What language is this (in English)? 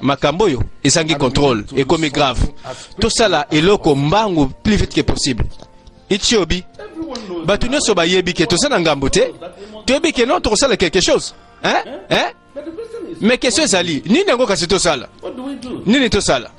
Lingala